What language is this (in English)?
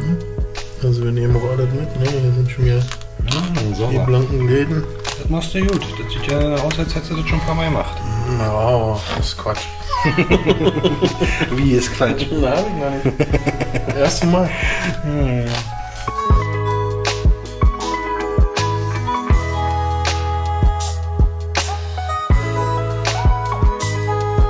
German